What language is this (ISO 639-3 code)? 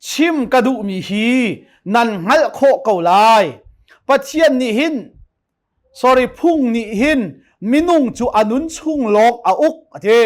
cnh